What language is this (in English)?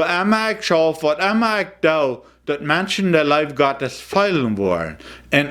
Plautdietsch